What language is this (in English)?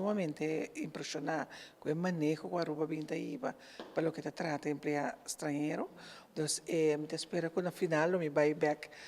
Papiamento